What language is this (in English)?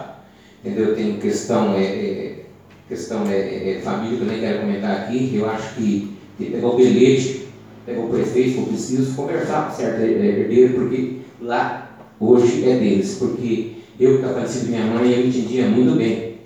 Portuguese